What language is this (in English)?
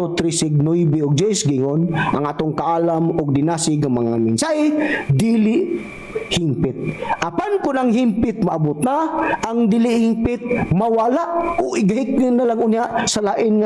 Cebuano